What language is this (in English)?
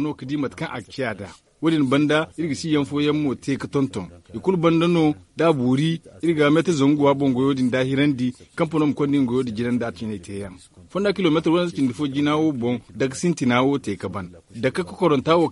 Zarma